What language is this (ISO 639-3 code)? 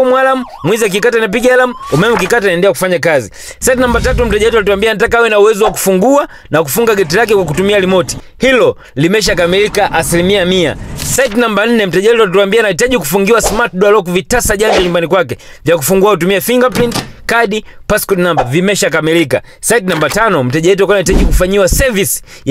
swa